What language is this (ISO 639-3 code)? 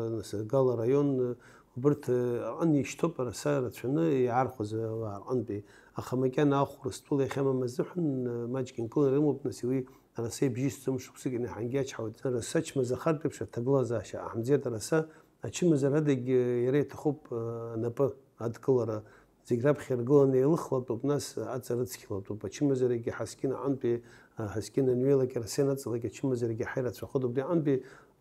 abk